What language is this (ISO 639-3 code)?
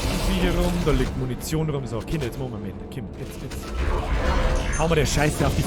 bar